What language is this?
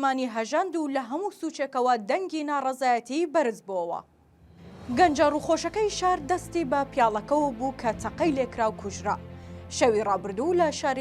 Central Kurdish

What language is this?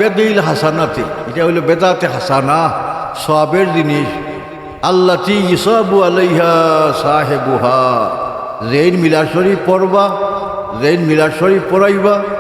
Sylheti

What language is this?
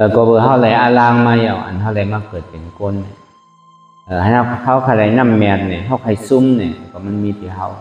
Shan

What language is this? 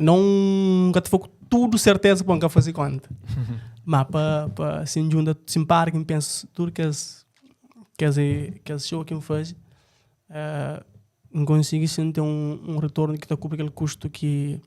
Kabuverdianu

